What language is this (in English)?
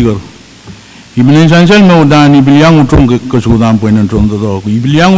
Pohnpeian